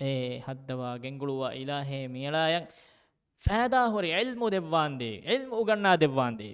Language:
Divehi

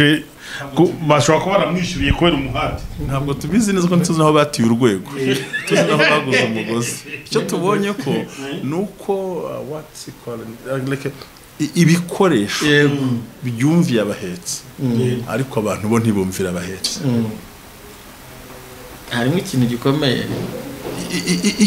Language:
Kinyarwanda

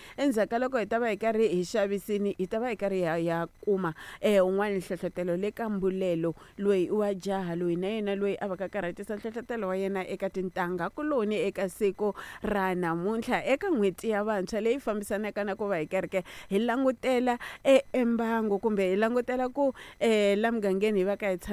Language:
Tsonga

